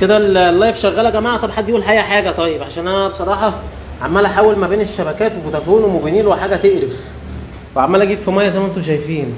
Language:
Egyptian Arabic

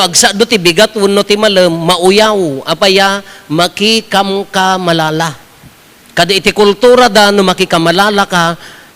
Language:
Iloko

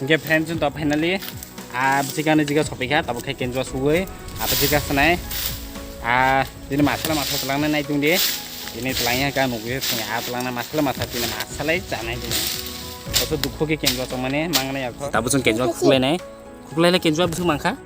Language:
Kok Borok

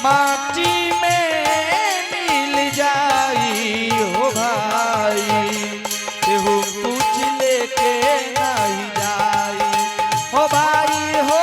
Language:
Angika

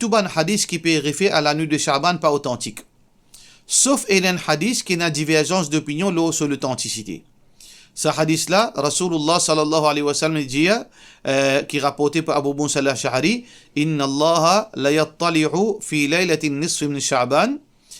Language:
Morisyen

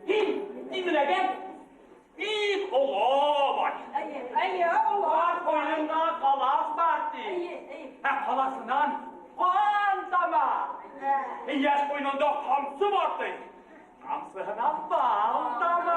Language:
Bashkir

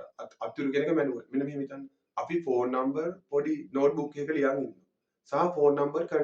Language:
Sinhala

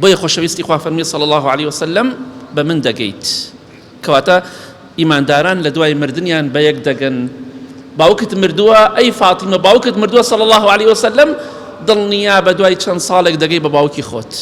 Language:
Central Kurdish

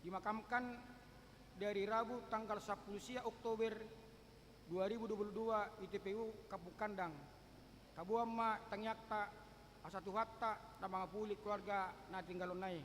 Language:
Batak Toba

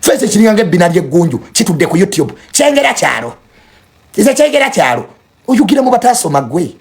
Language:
Ganda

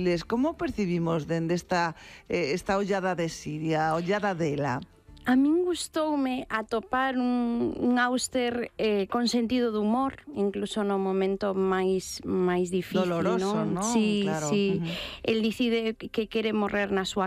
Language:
Galician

